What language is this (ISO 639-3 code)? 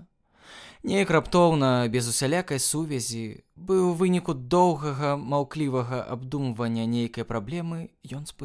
bel